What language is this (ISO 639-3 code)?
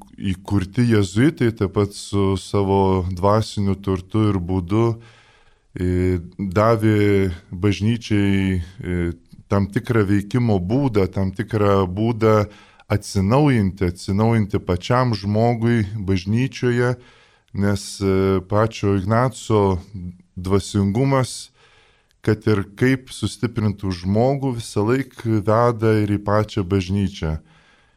lit